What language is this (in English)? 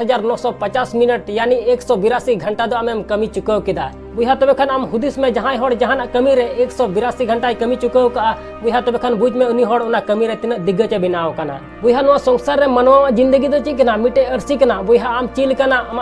Santali